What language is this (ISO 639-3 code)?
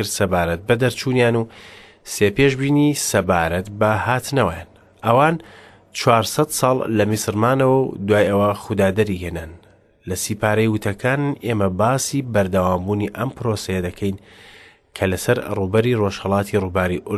ckb